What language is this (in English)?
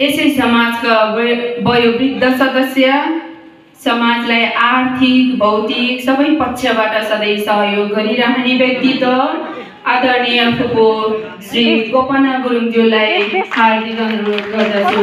Nepali